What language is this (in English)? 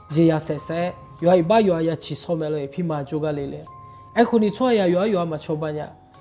Akha